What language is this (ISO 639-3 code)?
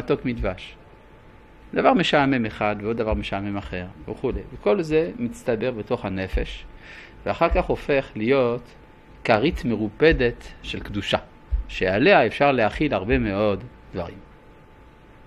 heb